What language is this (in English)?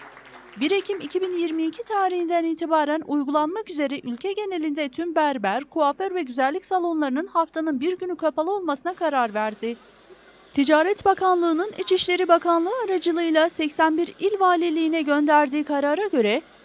Turkish